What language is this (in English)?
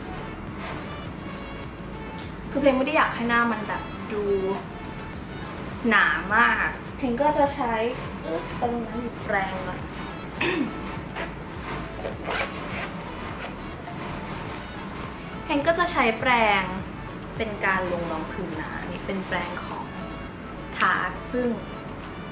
Thai